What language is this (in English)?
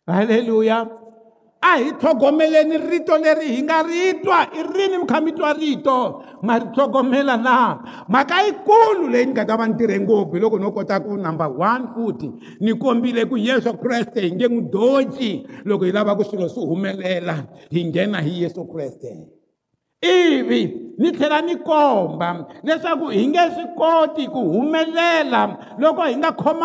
Tsonga